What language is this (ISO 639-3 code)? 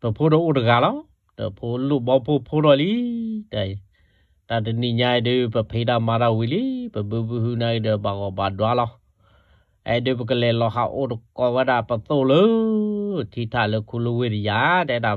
ksw